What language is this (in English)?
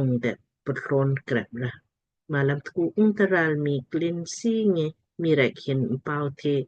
Lamkang